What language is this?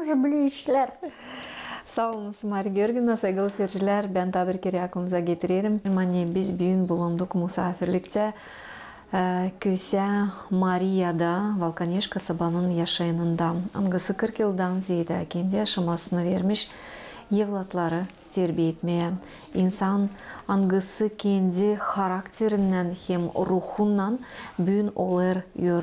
Gagauz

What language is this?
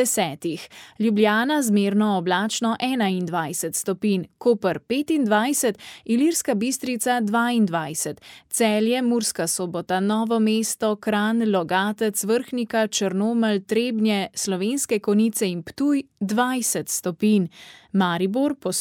Slovenian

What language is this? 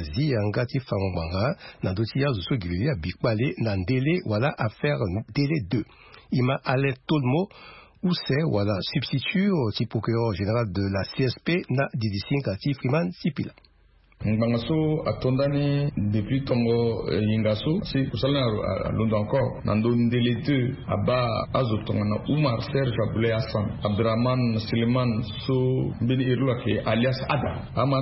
Sango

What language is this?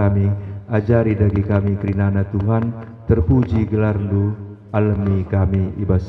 Batak Karo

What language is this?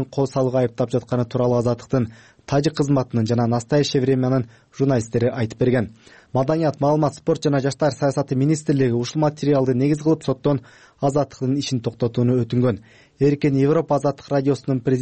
Kyrgyz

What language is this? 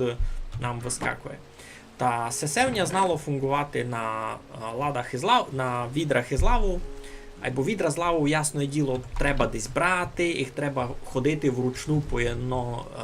Rusyn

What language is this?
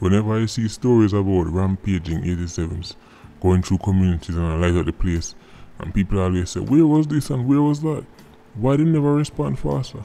Jamaican Creole English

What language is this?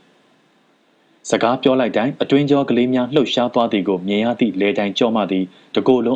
Burmese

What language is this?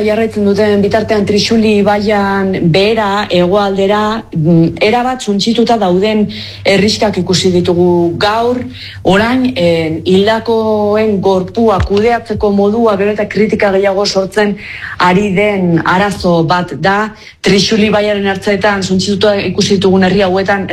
Basque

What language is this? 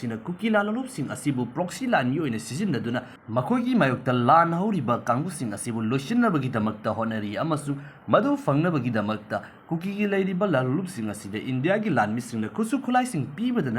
Manipuri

